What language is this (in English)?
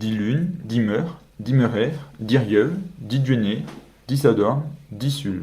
Breton